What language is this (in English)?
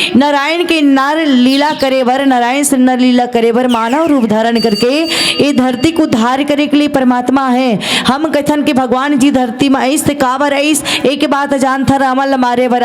Chhattisgarhi